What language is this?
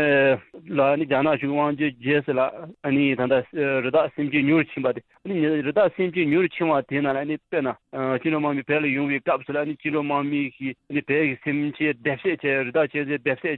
Tibetan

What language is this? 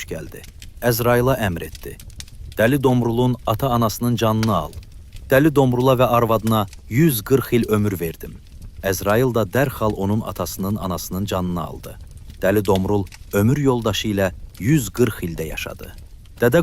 Azerbaijani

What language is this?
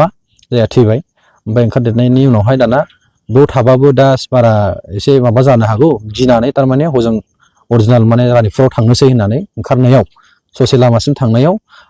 Bodo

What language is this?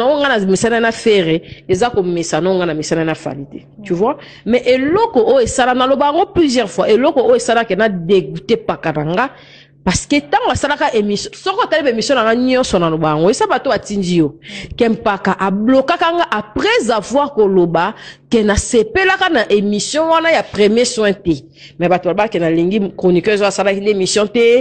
Lingala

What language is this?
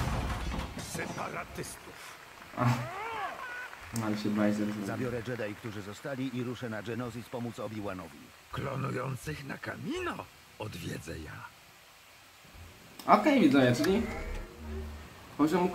Polish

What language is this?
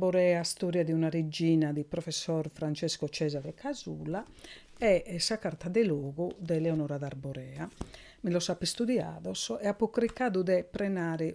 Sardinian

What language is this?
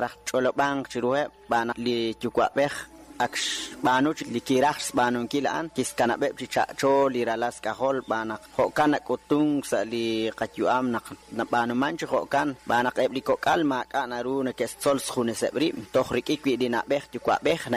Kekchí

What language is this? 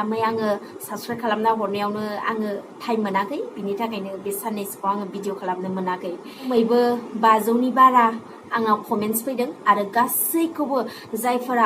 Bodo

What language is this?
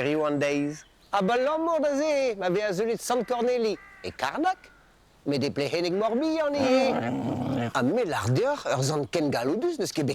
Breton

